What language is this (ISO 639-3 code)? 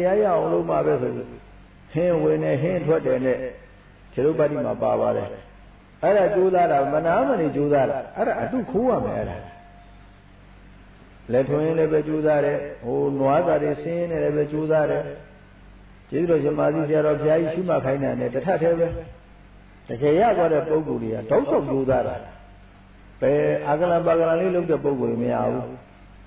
mya